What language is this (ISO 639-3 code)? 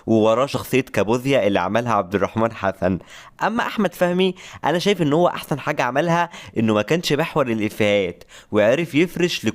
arz